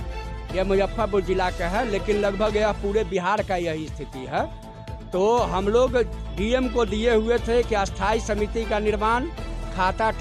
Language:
Hindi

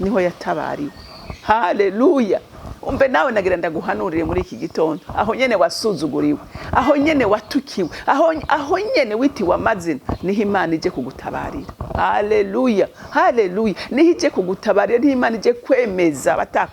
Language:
Rundi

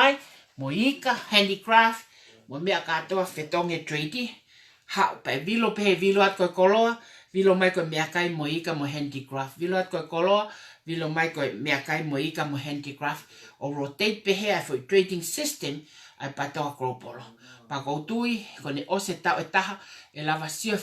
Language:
Tongan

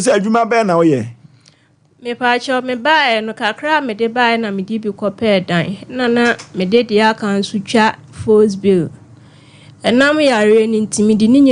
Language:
Akan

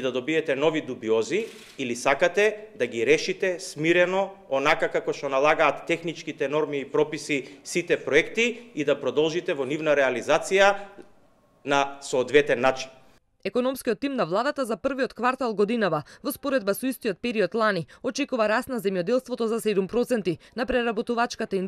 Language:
Macedonian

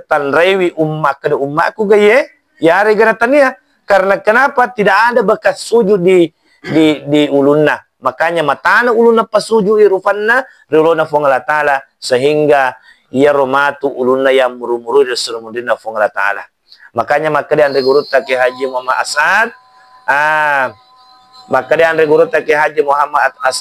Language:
Buginese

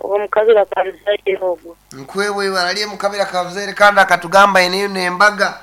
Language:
Nyankole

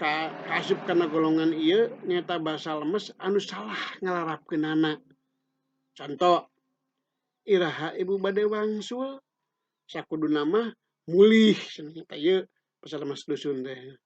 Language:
Sundanese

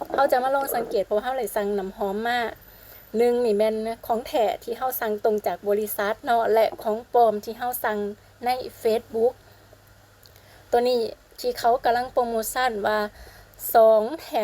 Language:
Lao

